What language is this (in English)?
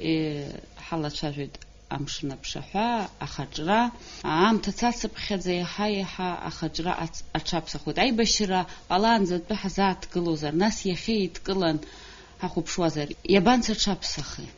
Abkhazian